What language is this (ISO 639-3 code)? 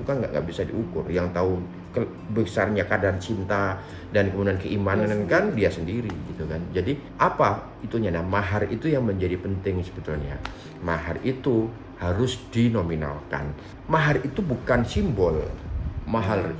ind